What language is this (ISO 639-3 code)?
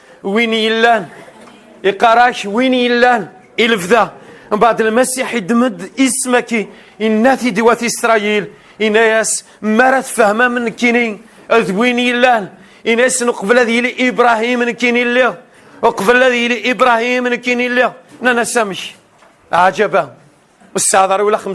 kab